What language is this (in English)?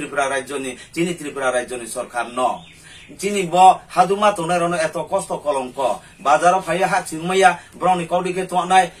Riang (India)